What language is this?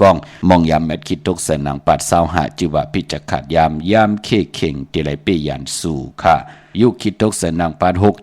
Shan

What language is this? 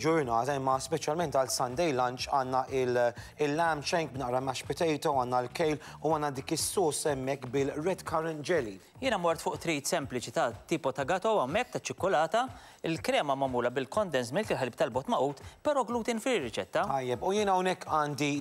Maltese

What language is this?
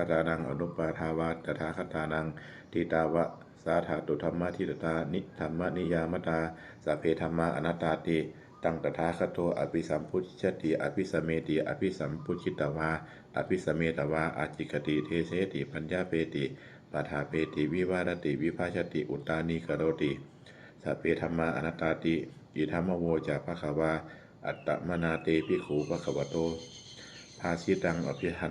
Pali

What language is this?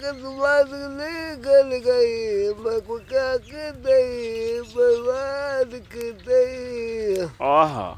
Saraiki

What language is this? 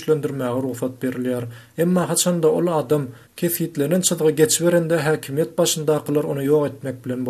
Turkmen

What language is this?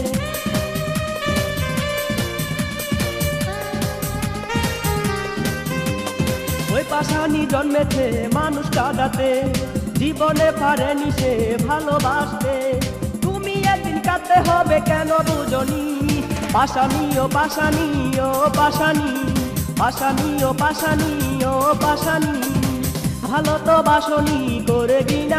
Bangla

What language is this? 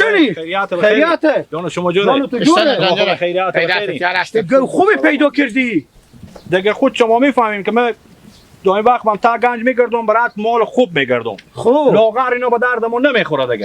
Hazaragi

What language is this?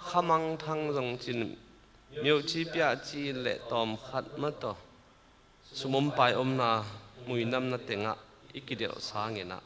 Tedim Chin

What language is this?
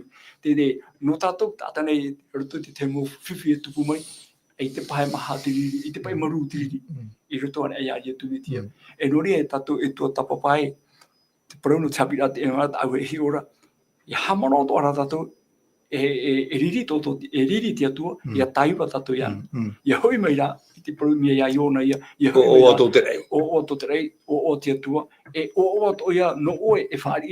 Tahitian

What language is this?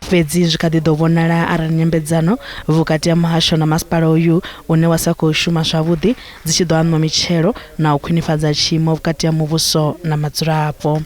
Venda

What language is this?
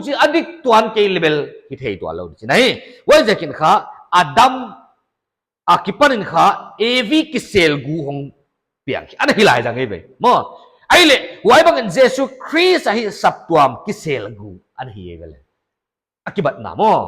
Paite Chin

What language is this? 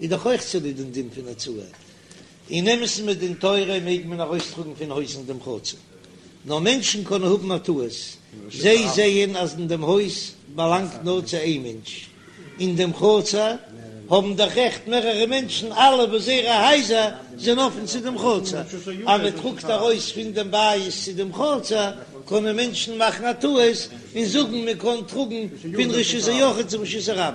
Yiddish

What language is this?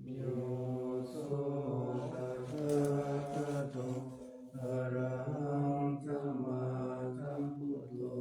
Pali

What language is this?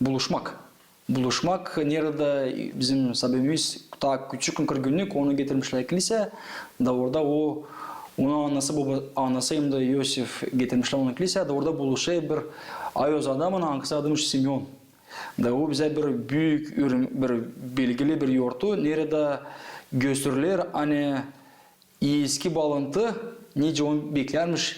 Gagauz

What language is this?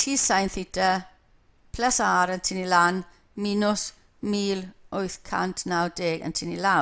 Welsh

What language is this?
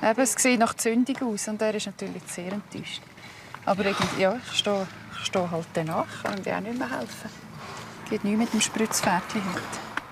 Swiss German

